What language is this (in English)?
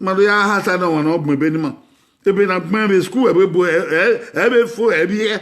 Bini